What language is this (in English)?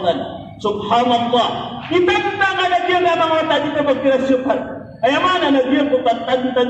Maranao